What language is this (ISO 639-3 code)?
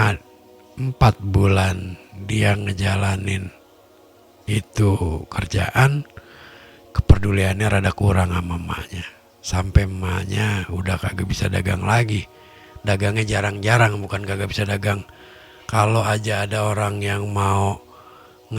bew